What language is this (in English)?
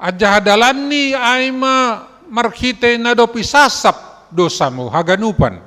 Batak Simalungun